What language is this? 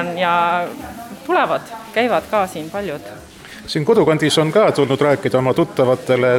Estonian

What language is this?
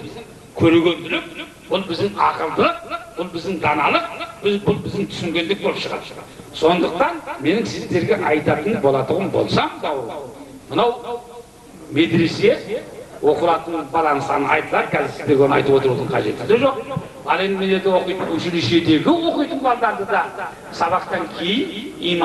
Kazakh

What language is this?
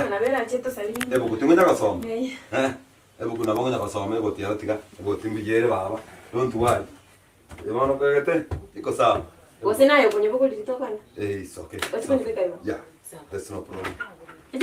Gusii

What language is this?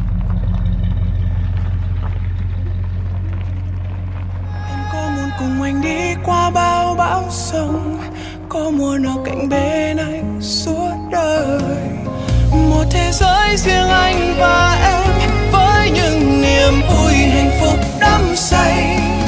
Vietnamese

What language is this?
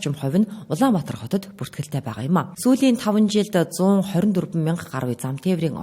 Mongolian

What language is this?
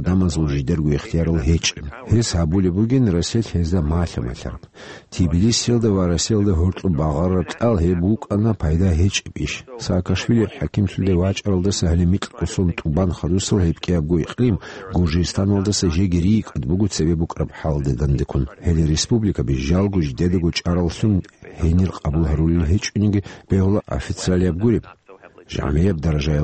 Avaric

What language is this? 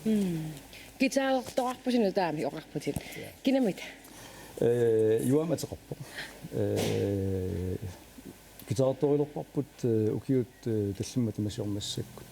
Kalaallisut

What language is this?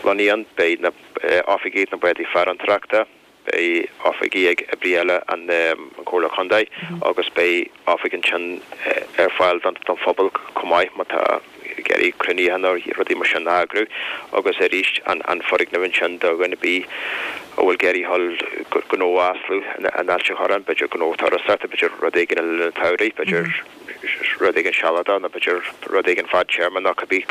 Irish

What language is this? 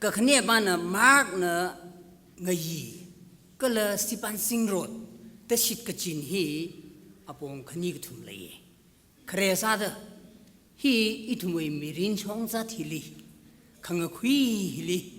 Tangkhul Naga (India)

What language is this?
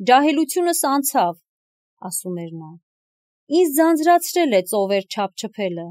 Armenian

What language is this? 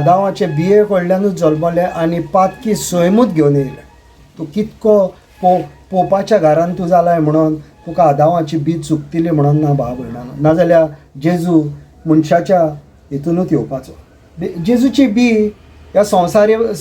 Konkani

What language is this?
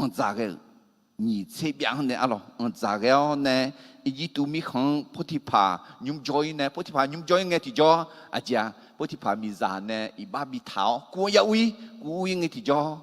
Akha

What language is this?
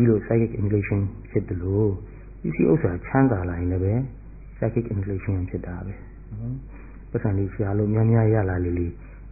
Burmese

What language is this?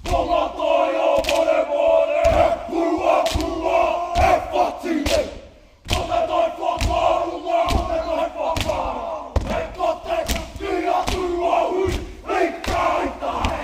Māori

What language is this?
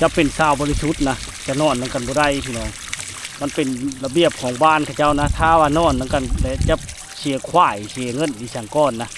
Lao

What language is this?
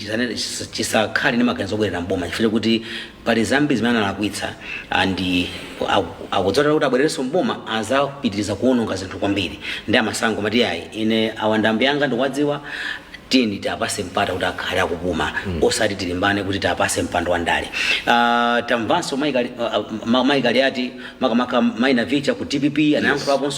Nyanja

